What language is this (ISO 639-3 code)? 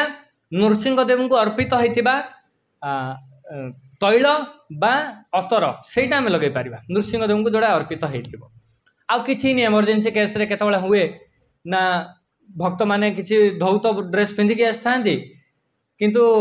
ori